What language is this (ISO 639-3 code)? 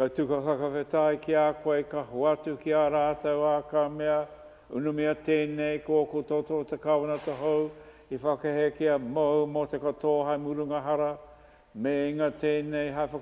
mri